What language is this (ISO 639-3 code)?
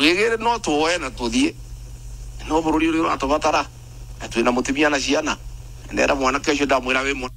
mer